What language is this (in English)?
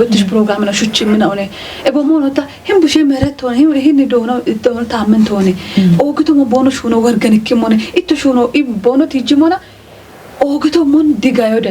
Kafa